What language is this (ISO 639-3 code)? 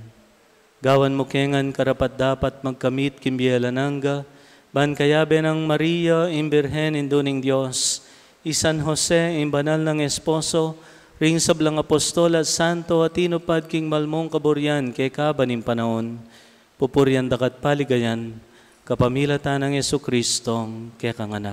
pam